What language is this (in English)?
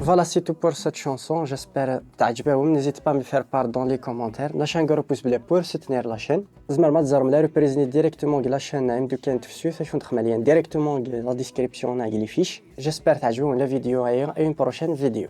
Kabyle